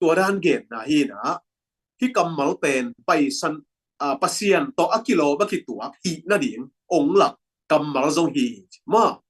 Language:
Tedim Chin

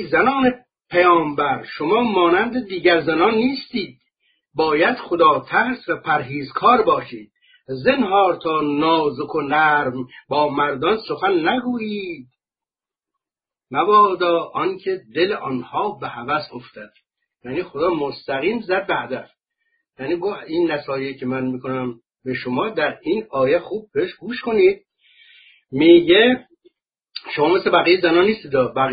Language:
Persian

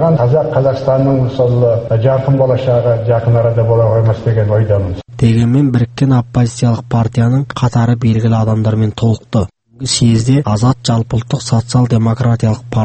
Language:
Kazakh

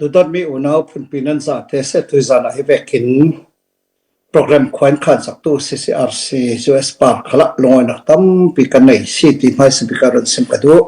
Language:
Falam Chin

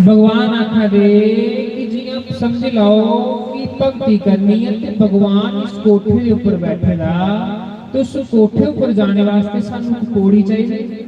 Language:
Dogri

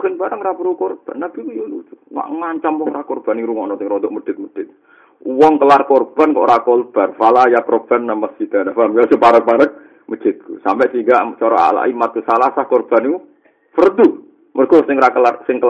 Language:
Javanese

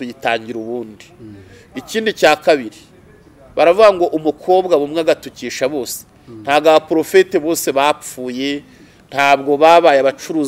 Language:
Kinyarwanda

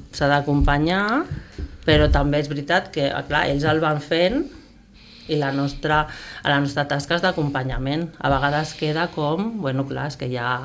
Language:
Catalan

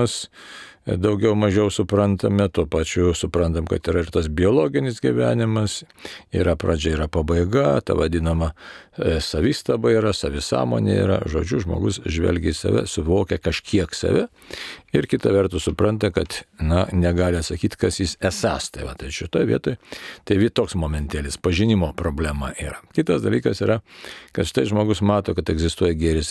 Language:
Lithuanian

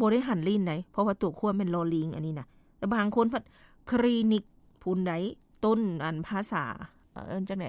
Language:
Lao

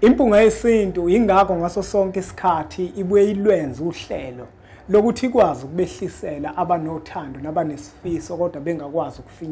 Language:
Zulu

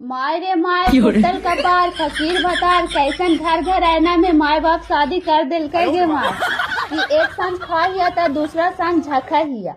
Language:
Magahi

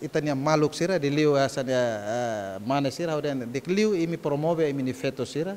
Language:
Tetum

